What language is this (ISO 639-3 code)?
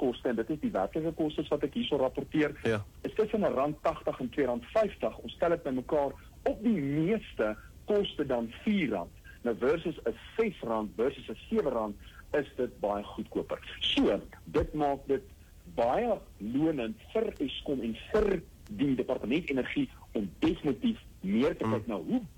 afr